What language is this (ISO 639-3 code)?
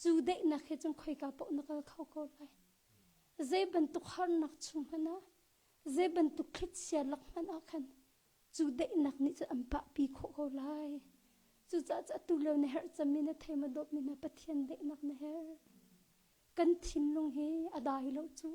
cnh